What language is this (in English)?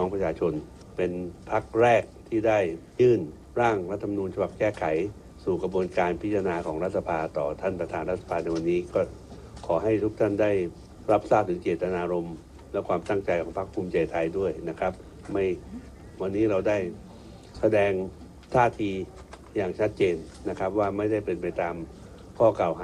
Thai